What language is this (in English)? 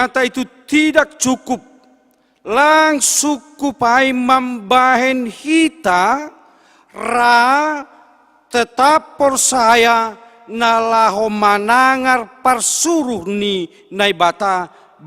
Batak Simalungun